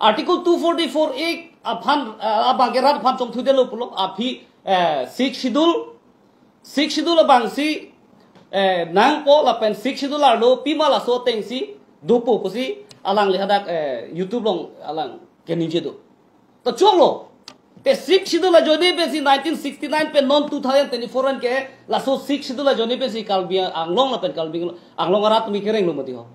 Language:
Karbi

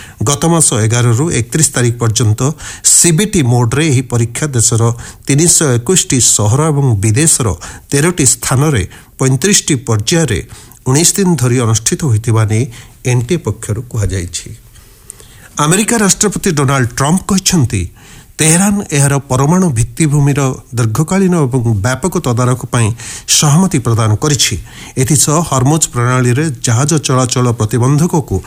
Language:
Odia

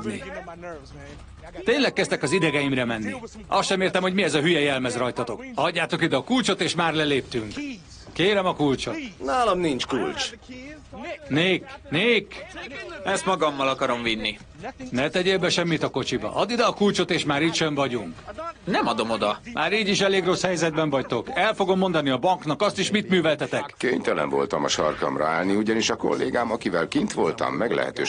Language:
Hungarian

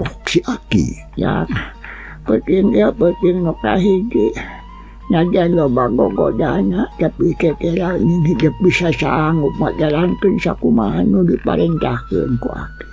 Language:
Sundanese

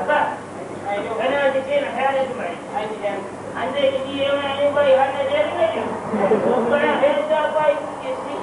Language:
Brahui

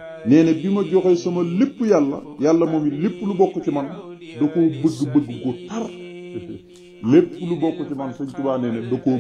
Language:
Wolof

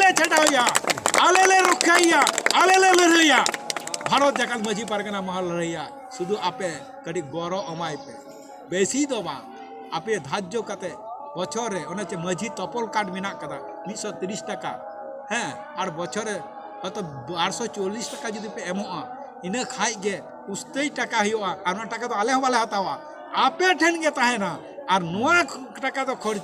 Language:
Santali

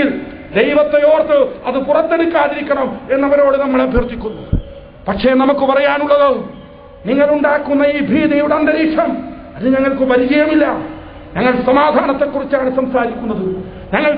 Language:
Malayalam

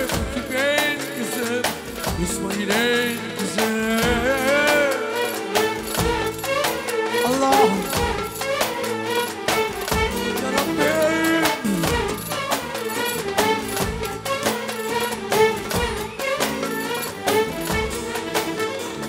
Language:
Turkish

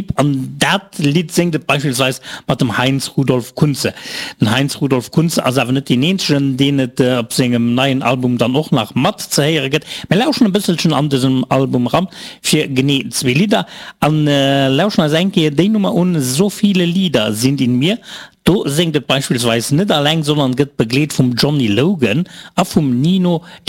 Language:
Luxembourgish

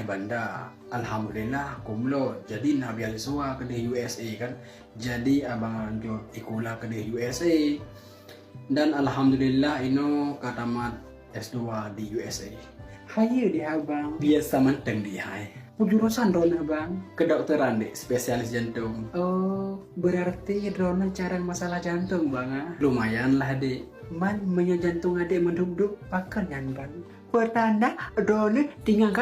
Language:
Achinese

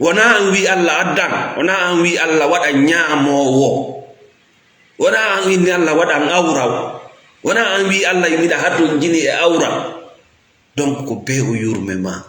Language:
Fula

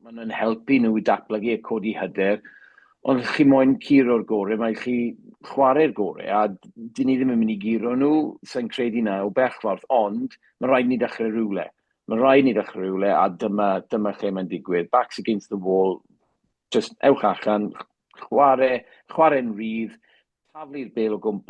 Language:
Welsh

